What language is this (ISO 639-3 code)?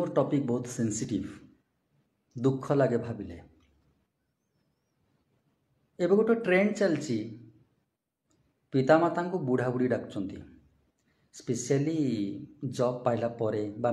ori